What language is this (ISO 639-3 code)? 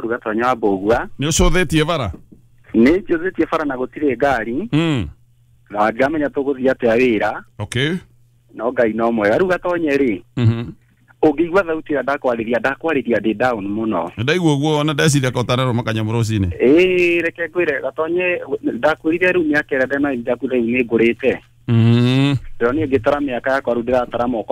kik